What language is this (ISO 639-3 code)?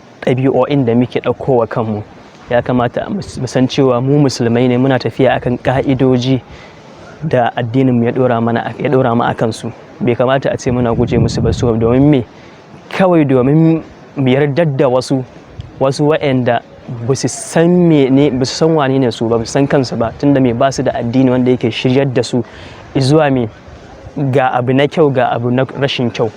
hau